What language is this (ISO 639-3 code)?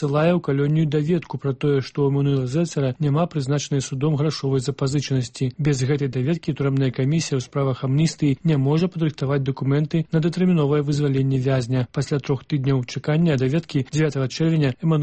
bel